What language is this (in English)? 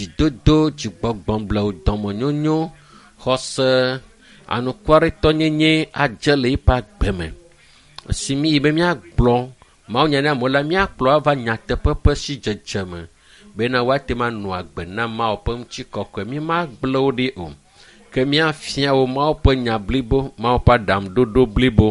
Ewe